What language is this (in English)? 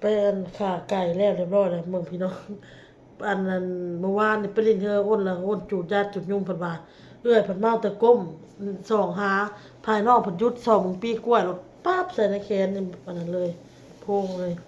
Lao